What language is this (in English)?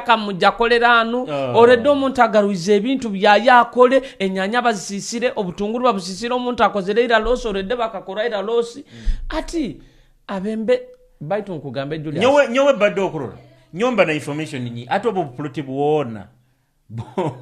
Nyoro